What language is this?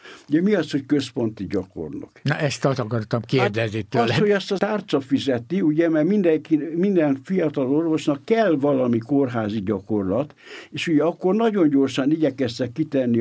Hungarian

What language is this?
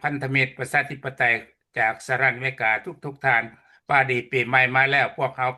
Lao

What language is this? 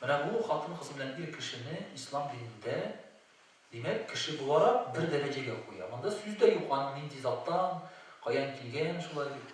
Tatar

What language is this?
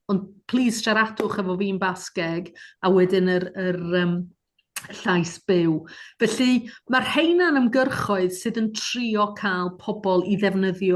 Welsh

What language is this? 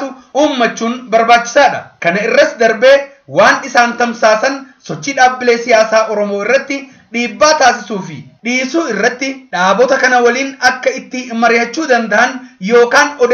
Oromo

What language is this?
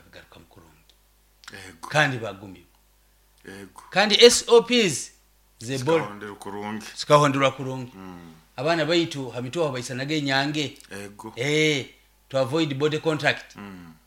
Nyoro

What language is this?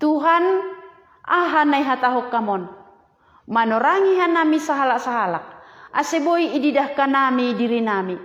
Batak Simalungun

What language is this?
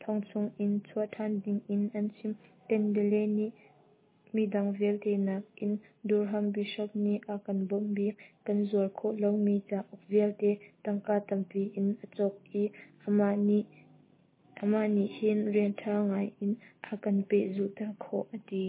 Hakha Chin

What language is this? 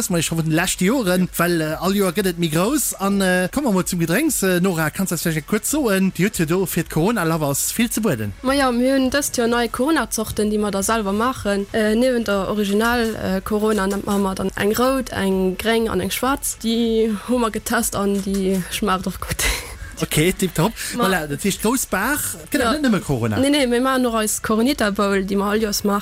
Luxembourgish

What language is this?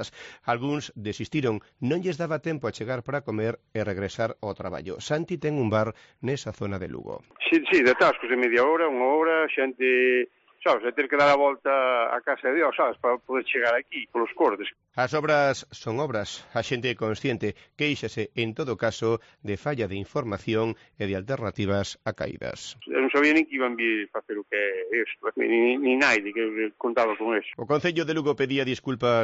Galician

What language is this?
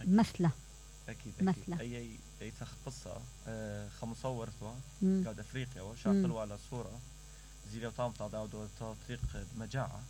Mesopotamian Arabic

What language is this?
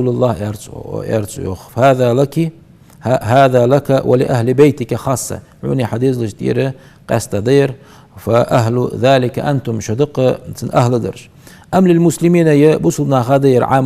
Ingush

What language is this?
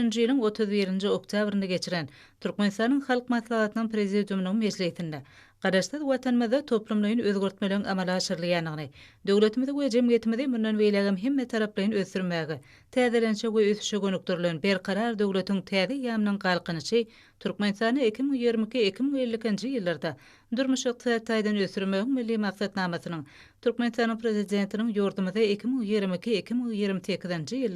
Turkmen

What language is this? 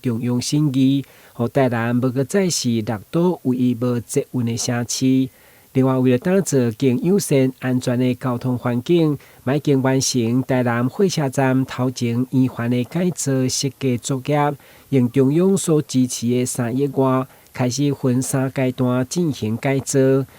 Min Nan Chinese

